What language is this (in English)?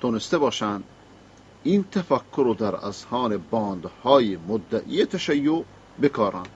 Persian